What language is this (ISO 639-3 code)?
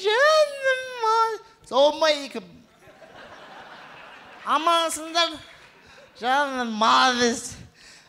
kaz